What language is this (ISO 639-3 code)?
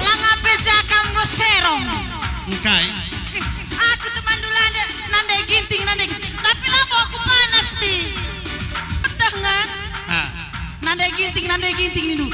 btx